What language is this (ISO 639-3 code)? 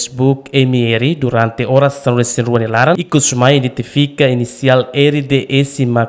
tet